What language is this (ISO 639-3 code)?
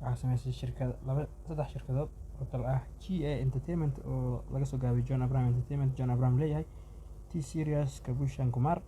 som